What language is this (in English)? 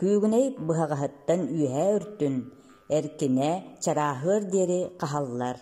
Yakut